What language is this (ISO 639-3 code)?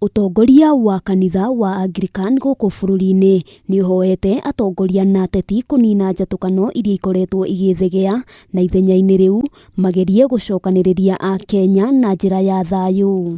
kik